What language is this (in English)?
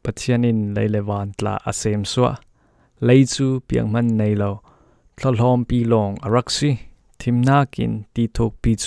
Falam Chin